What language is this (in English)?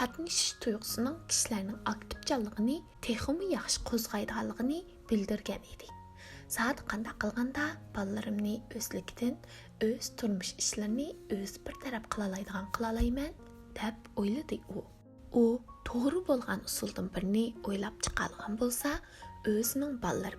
Uyghur